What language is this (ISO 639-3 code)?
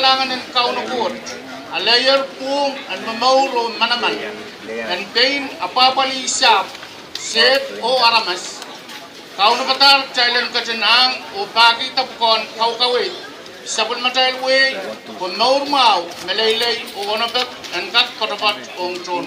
pon